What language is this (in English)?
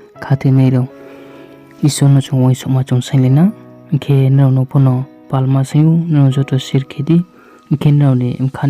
Riang (India)